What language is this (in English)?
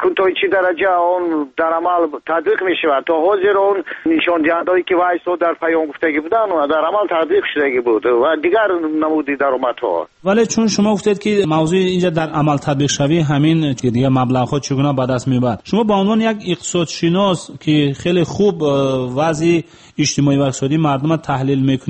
Tajik